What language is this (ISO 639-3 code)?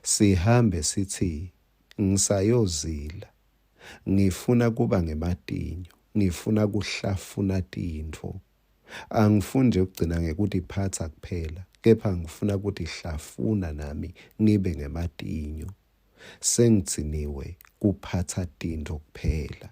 ssw